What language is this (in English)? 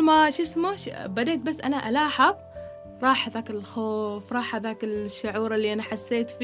Gulf Arabic